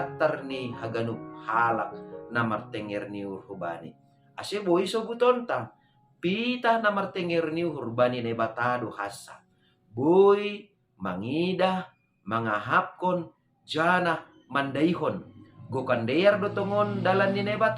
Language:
Batak Simalungun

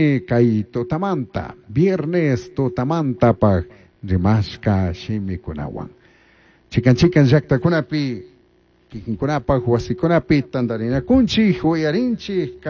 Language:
Chimborazo Highland Quichua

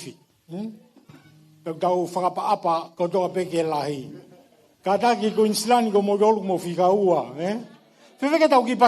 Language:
Tongan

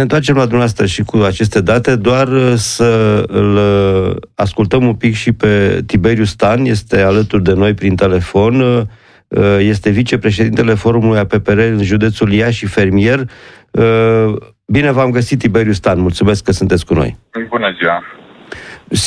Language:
Romanian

